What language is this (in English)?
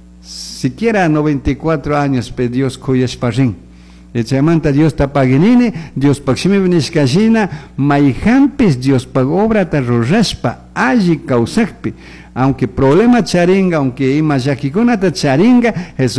Chimborazo Highland Quichua